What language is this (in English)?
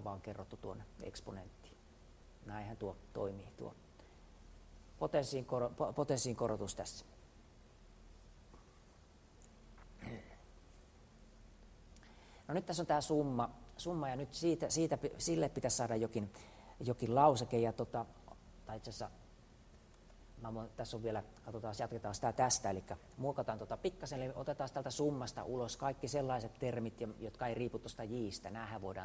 Finnish